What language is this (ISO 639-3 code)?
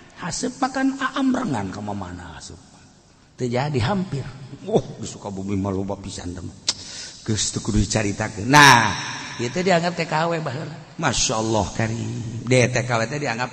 sun